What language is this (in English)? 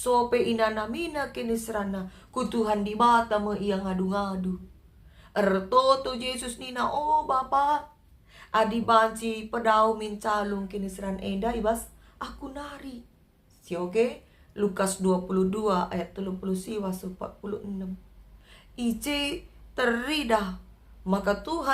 Batak Karo